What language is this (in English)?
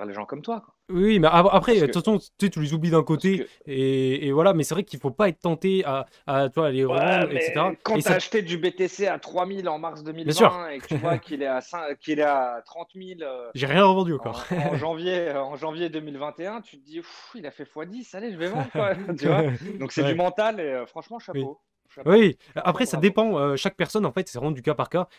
French